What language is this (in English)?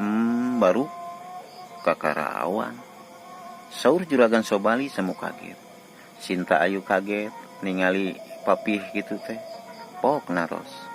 Sundanese